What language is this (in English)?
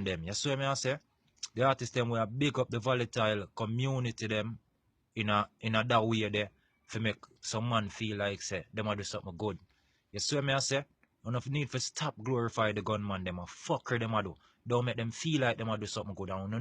Jamaican Creole English